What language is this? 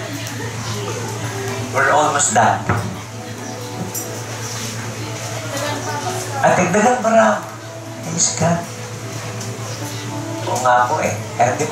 Filipino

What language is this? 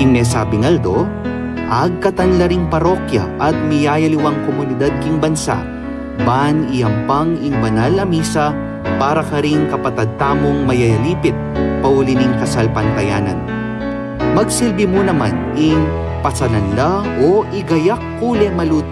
Pampanga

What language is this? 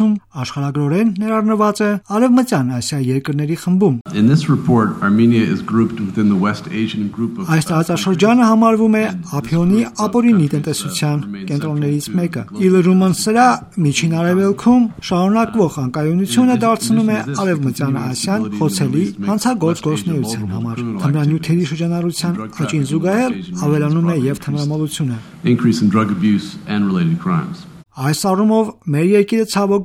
Armenian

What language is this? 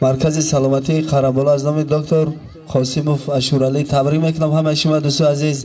Tajik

